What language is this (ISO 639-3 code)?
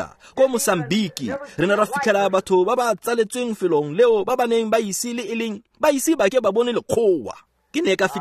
tsn